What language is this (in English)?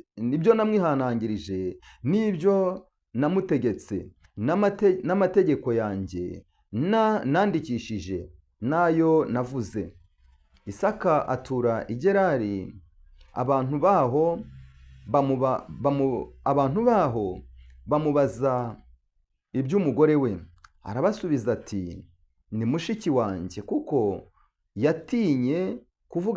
Kinyarwanda